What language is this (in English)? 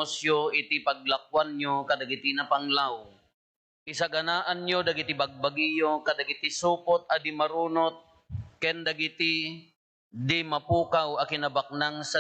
Iloko